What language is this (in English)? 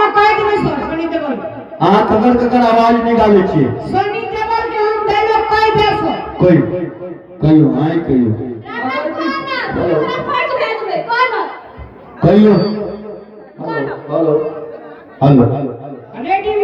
Maithili